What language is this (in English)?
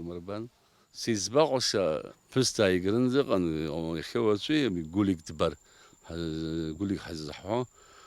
Abkhazian